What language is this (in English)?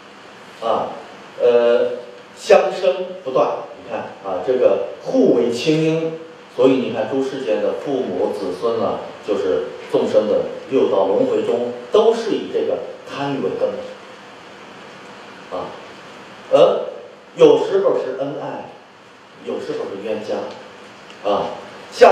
Chinese